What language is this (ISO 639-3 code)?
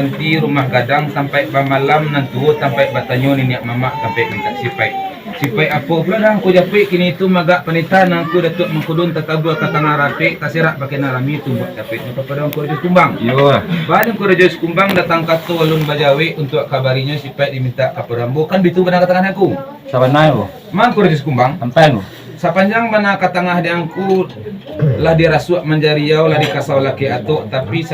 min